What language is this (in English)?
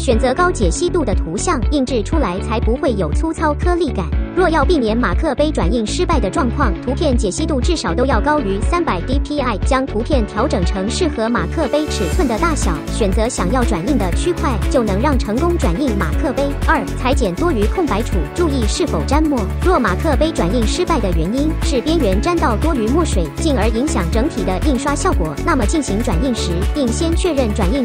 Chinese